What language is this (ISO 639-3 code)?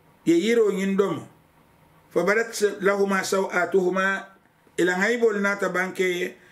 man